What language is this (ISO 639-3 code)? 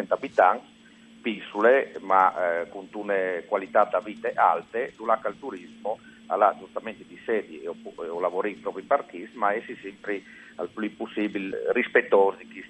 fur